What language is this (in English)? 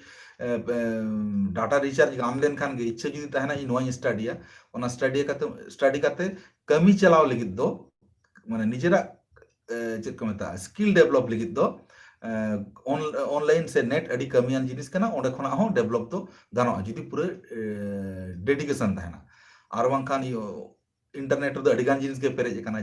Santali